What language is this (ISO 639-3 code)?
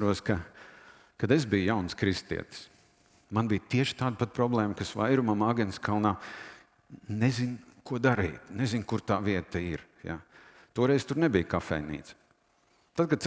lav